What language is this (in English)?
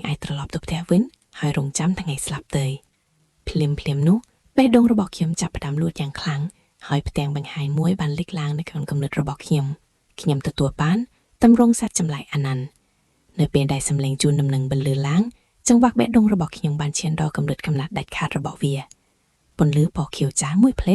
Khmer